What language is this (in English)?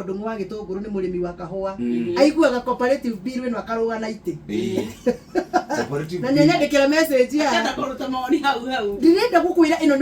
Kikuyu